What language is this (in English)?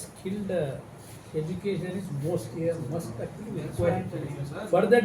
Karbi